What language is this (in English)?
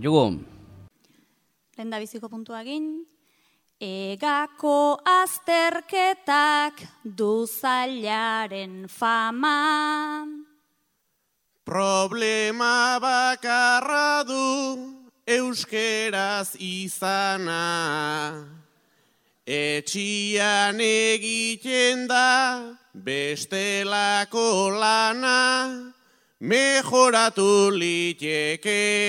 Basque